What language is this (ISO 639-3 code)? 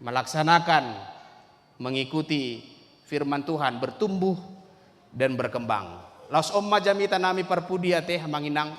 bbc